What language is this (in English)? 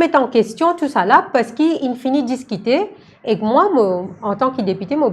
Morisyen